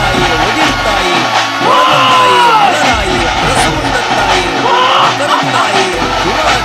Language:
Tulu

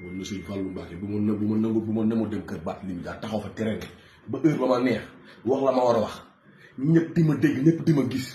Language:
Wolof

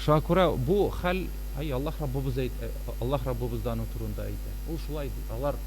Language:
Tatar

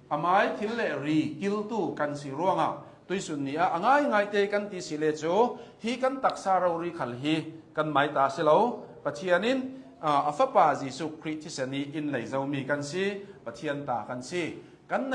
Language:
Hakha Chin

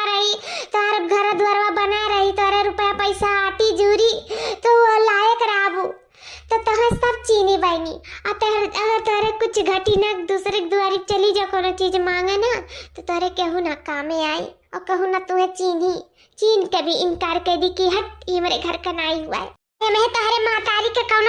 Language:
Awadhi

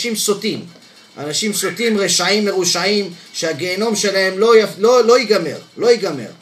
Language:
Hebrew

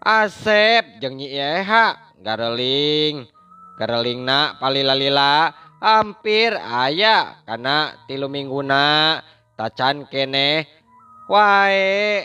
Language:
Sundanese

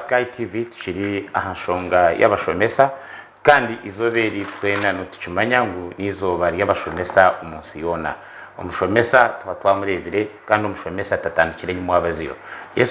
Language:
Nyankole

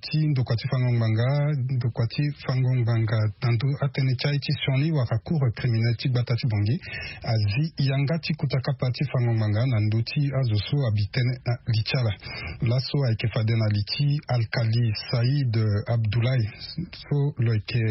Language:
Sango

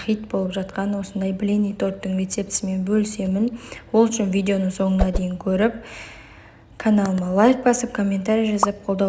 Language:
Kazakh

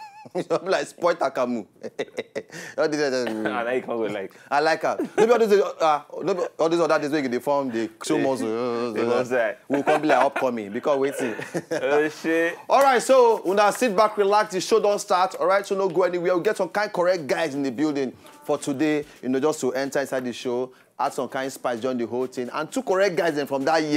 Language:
Nigerian Pidgin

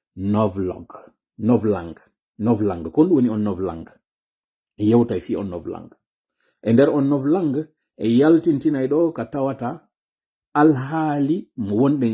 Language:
Fula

